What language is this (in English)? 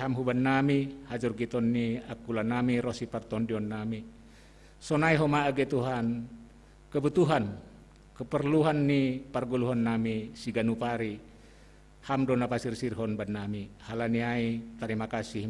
Batak Simalungun